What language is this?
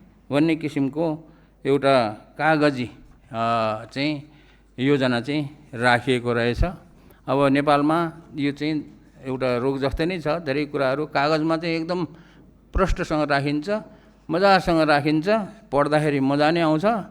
Nepali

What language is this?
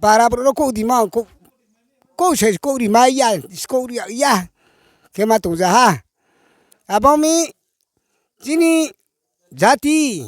Riang (India)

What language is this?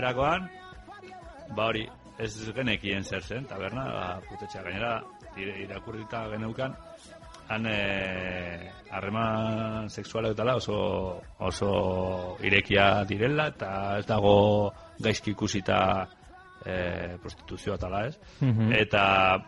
Basque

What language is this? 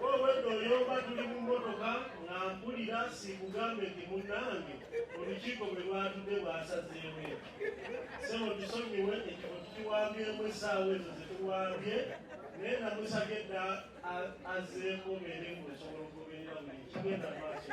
Ganda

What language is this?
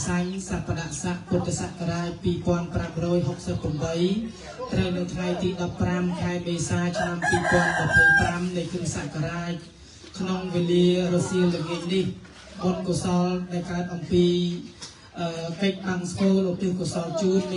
Khmer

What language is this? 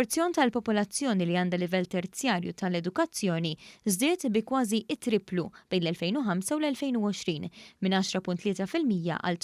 Maltese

